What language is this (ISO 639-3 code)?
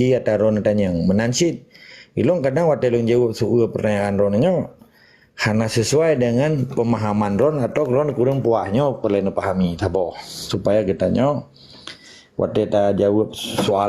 ace